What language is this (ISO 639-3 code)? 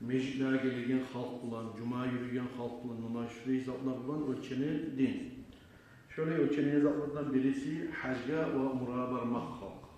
kum